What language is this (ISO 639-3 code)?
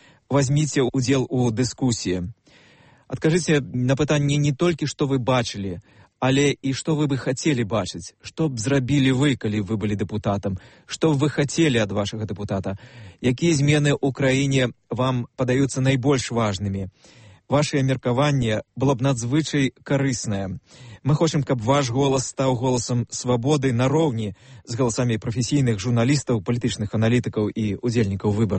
bel